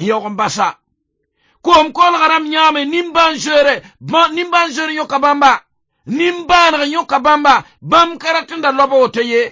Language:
Mossi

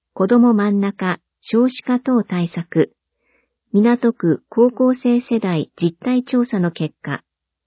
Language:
Japanese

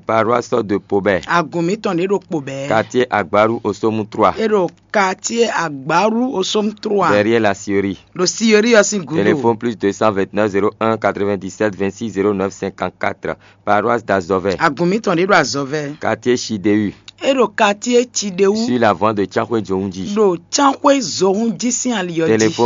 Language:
Fon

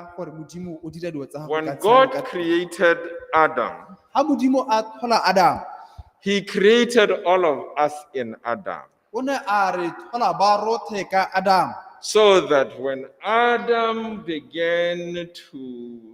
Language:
Tswana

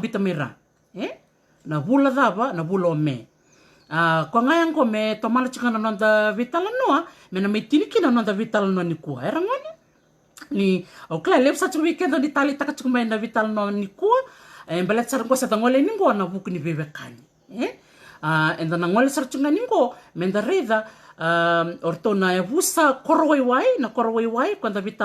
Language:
Fijian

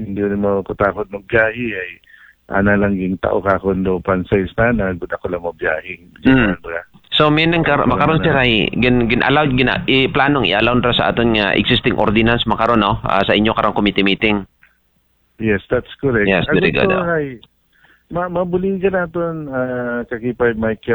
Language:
Aklanon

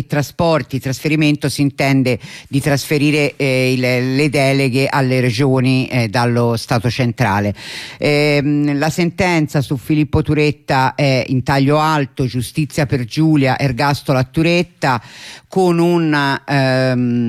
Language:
Italian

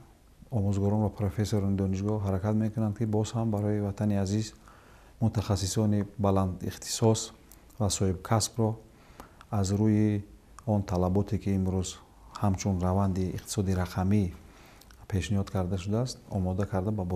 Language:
Tajik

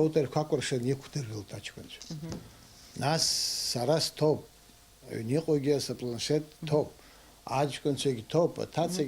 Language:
Abkhazian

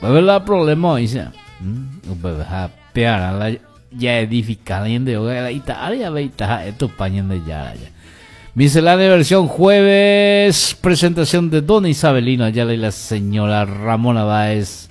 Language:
Guarani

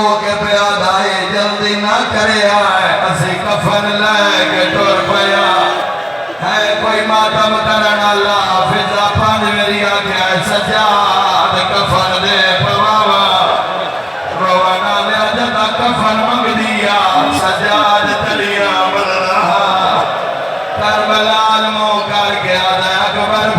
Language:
Saraiki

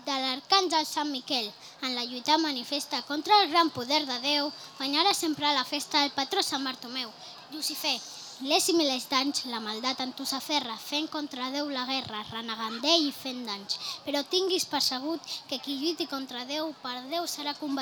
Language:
Catalan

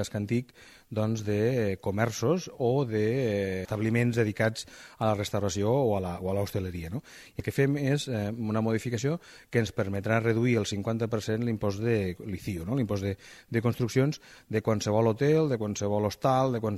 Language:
Catalan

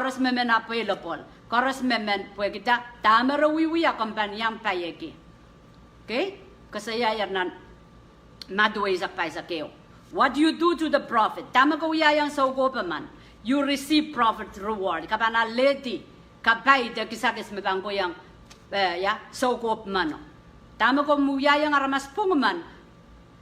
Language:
Pohnpeian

